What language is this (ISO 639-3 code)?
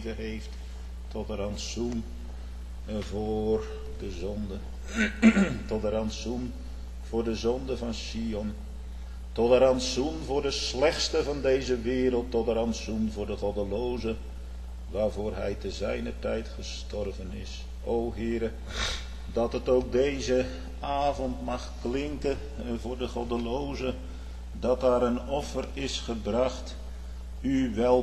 nld